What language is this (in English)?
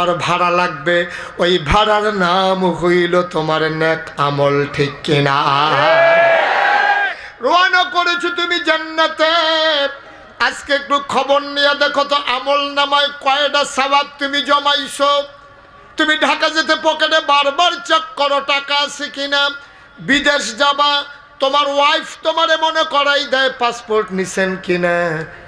Bangla